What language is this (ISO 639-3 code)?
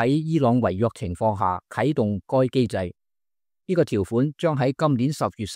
yue